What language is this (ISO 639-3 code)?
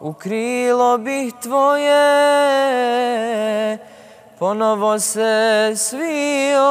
bos